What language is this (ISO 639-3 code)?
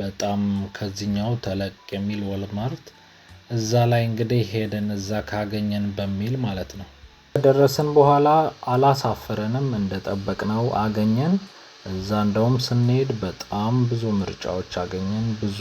amh